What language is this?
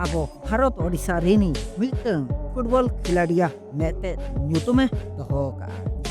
Santali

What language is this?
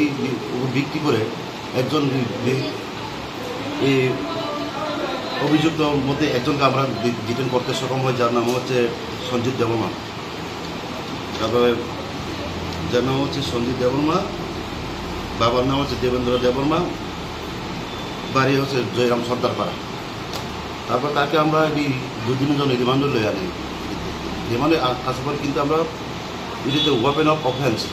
Bangla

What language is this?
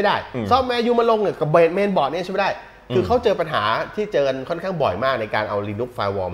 Thai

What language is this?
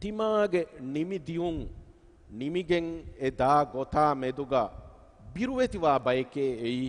Divehi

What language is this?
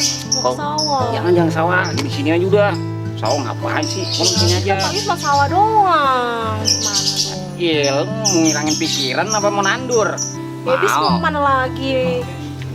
Betawi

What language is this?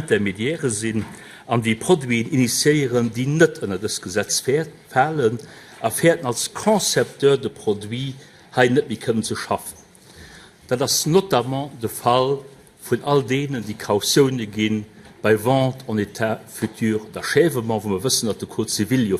Luxembourgish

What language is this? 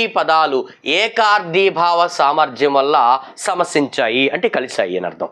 Telugu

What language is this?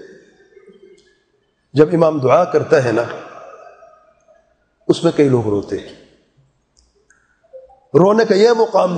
Urdu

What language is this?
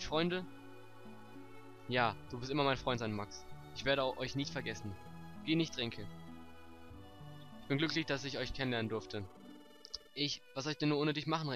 German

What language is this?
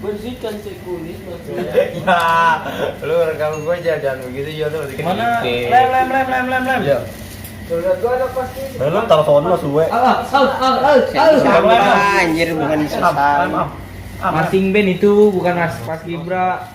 Betawi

